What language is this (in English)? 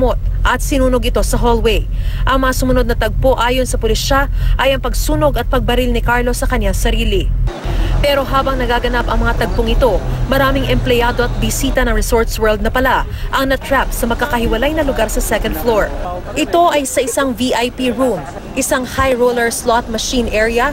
Filipino